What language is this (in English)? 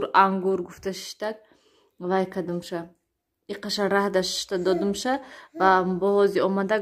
Tajik